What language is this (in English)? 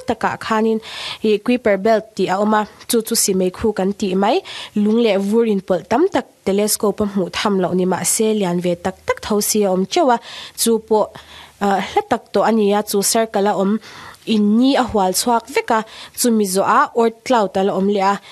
Mizo